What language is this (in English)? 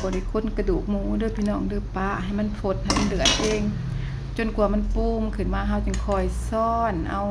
Lao